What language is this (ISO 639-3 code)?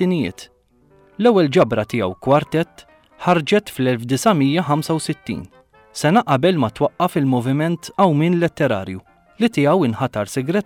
mlt